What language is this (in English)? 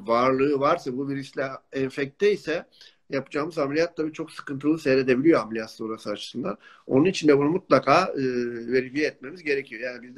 Turkish